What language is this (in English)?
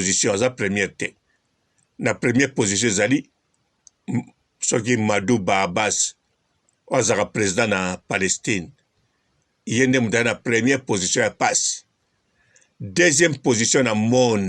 Lingala